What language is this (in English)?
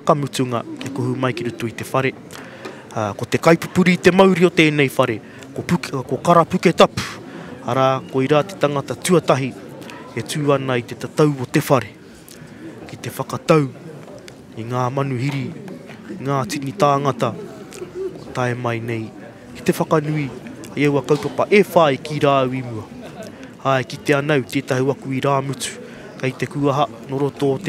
Māori